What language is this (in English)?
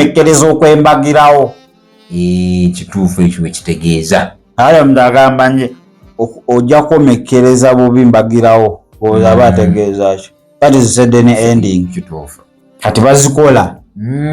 Ganda